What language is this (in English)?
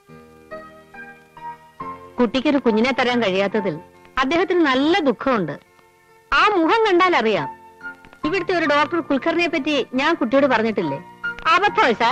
Malayalam